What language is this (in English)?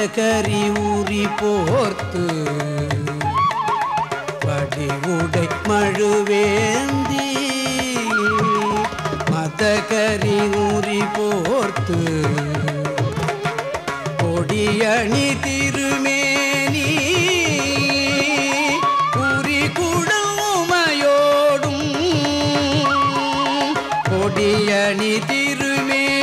Tamil